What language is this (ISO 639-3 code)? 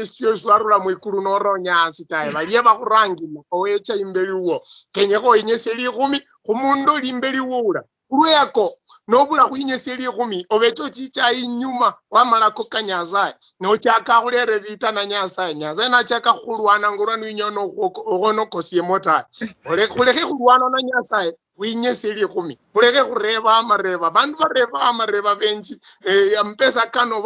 luy